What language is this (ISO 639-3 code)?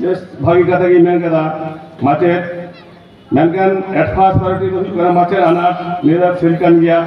sat